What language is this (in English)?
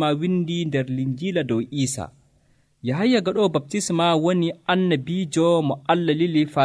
Nigerian Fulfulde